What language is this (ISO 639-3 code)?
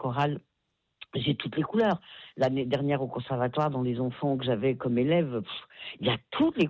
fra